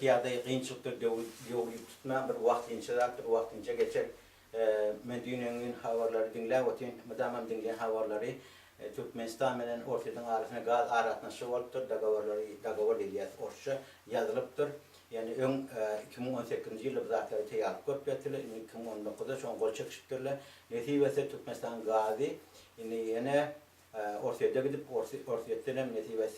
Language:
Turkmen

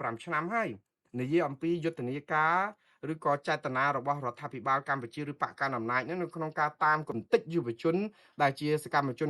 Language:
Khmer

